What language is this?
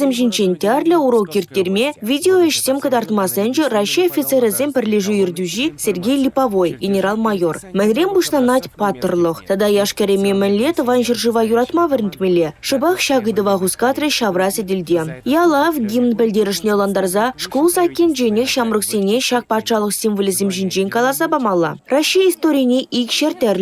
Chuvash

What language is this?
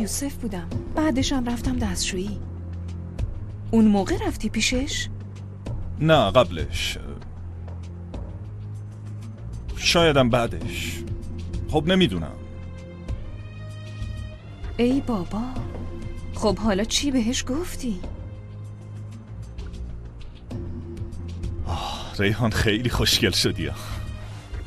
Persian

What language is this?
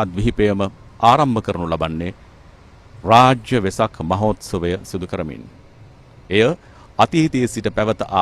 Sinhala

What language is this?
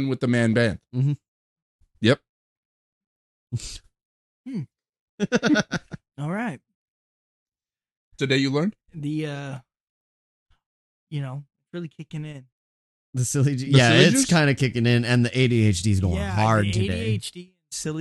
English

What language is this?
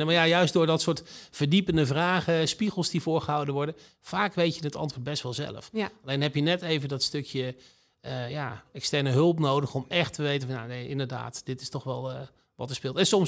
Dutch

